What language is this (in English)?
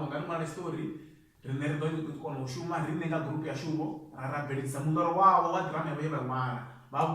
Venda